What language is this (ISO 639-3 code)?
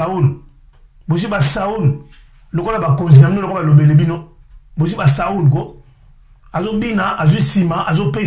lin